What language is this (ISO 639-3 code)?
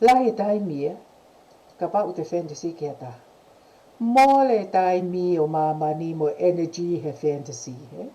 ton